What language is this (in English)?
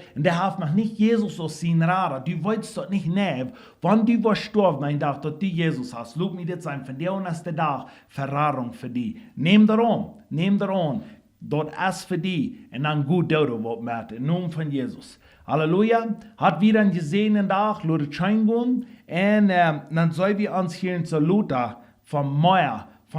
Plautdietsch